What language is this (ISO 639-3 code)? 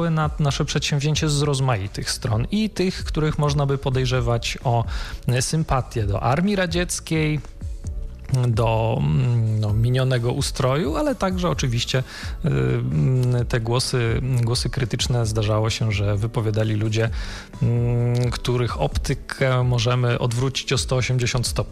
pol